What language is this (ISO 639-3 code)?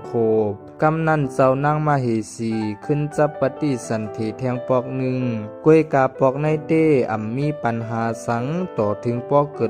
shn